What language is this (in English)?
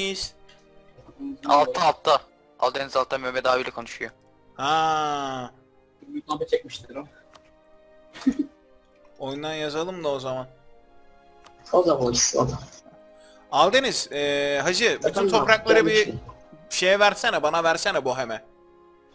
Turkish